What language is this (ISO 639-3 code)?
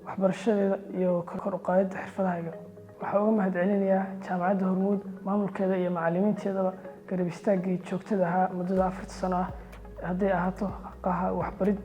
som